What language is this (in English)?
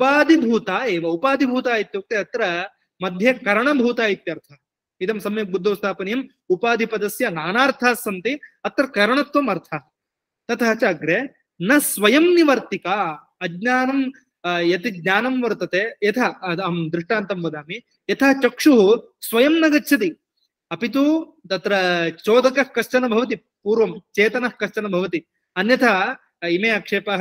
Sanskrit